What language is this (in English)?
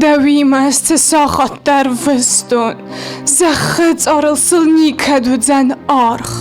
Ossetic